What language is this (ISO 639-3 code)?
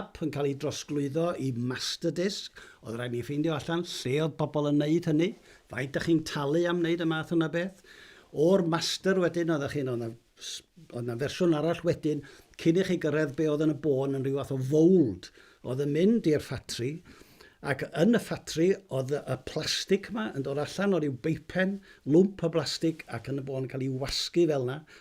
cym